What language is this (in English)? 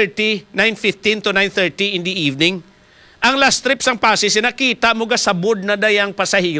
Hiligaynon